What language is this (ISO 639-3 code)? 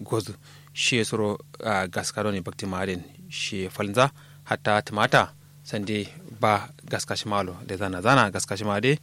kau